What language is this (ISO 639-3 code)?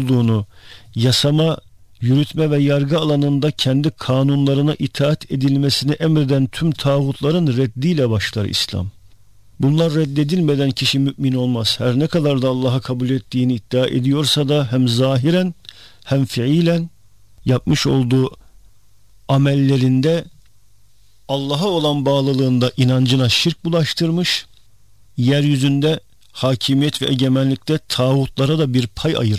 tur